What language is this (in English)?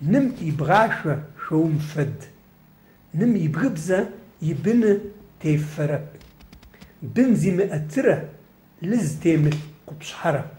Adyghe